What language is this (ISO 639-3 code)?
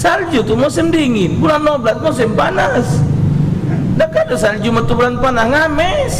mui